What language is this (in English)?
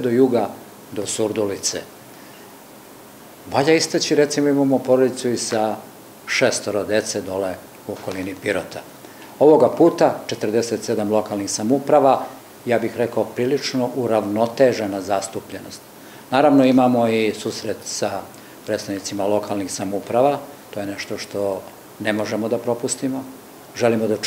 Serbian